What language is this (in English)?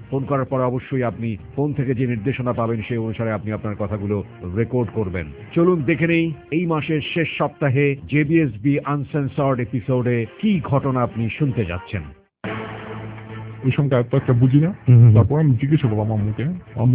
Bangla